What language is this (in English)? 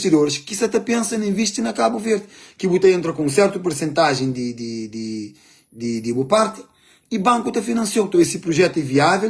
Kabuverdianu